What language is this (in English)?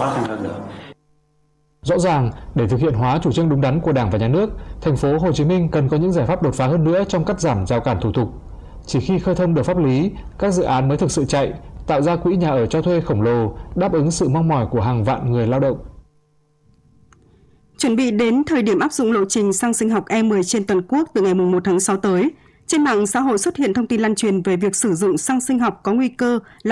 Vietnamese